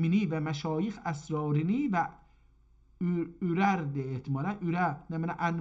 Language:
South Azerbaijani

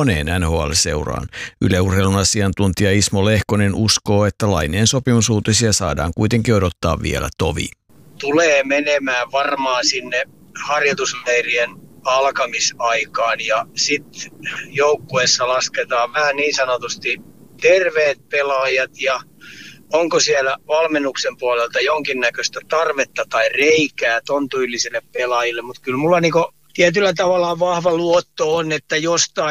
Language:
Finnish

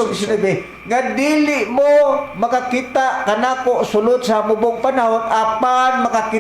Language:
Cebuano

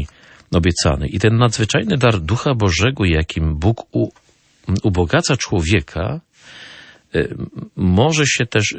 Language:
Polish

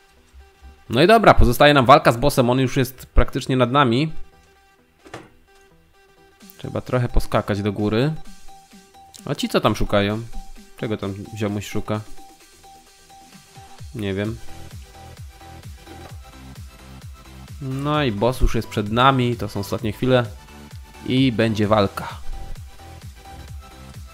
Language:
Polish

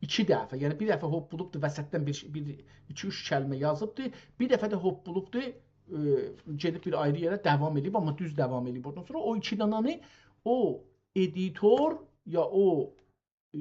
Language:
South Azerbaijani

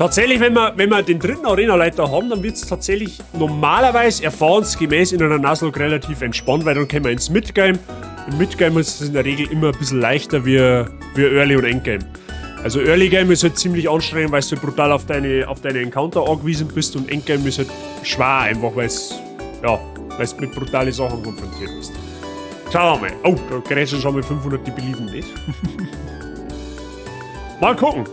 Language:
Bavarian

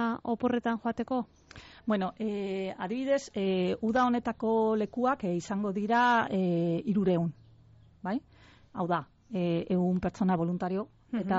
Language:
Basque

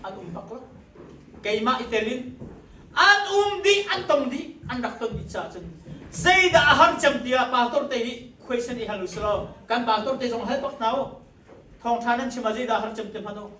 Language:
Hakha Chin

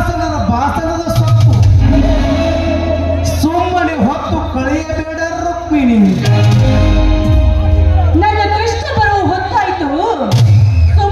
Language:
Kannada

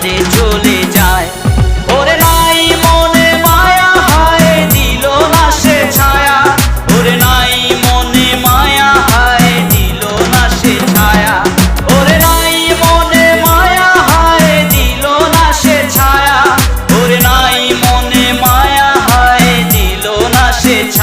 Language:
Bangla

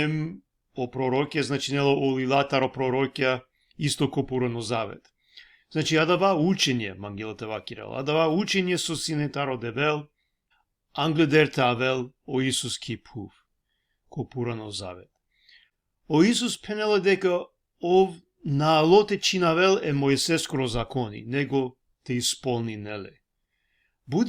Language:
Balkan Romani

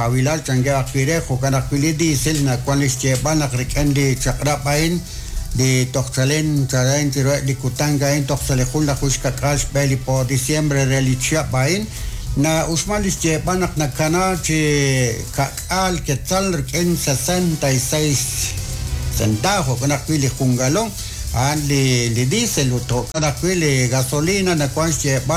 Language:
Kekchí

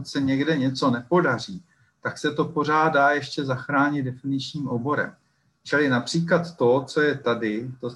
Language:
Czech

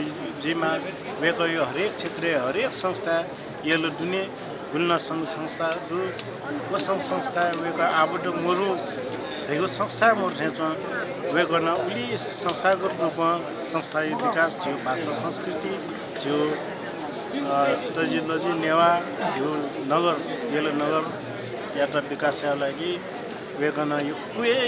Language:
Newari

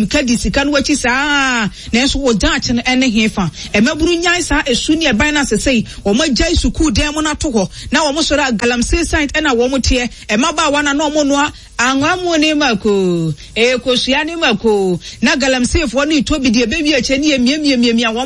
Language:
Akan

